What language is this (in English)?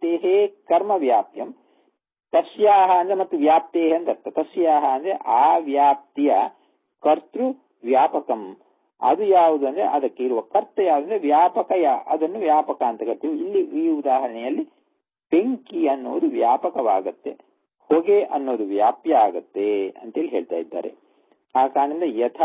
Kannada